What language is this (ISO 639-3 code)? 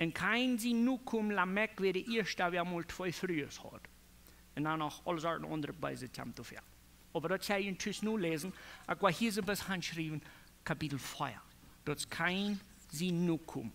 pdt